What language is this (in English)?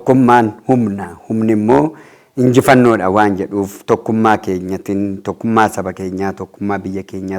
Oromo